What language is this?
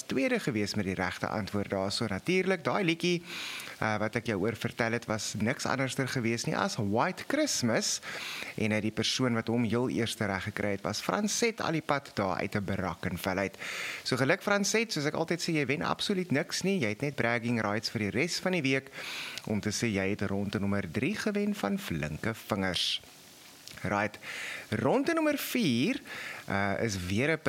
Afrikaans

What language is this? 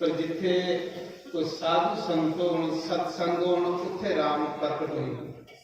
Dogri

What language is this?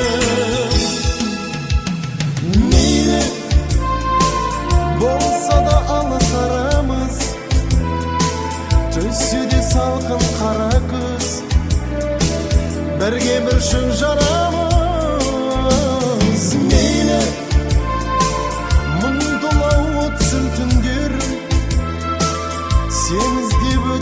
Kazakh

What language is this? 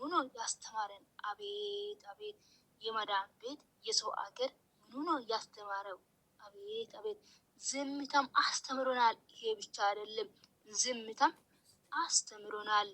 Amharic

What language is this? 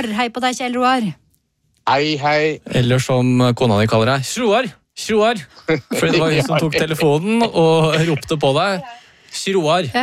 Norwegian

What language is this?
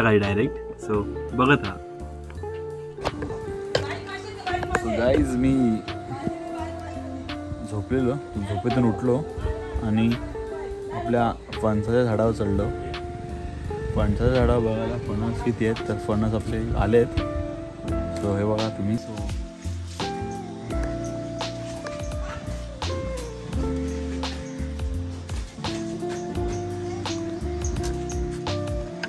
Marathi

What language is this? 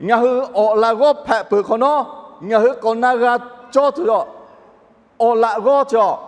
Lahu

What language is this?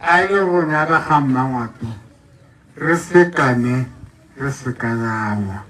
Tswana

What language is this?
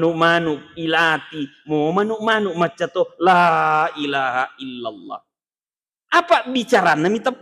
Buginese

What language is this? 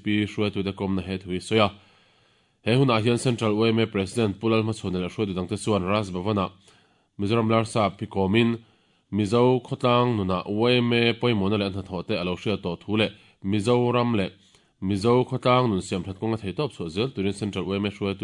Mizo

